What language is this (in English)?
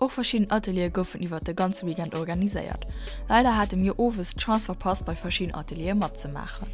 Luxembourgish